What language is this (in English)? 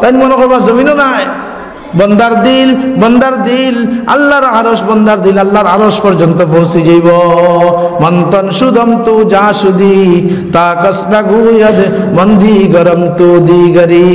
Sylheti